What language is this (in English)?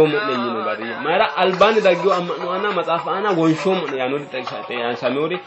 Sidamo